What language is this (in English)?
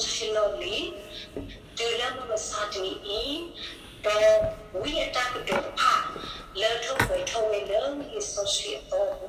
S'gaw Karen